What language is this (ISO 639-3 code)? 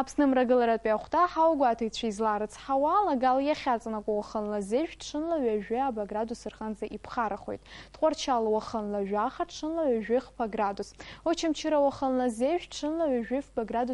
abk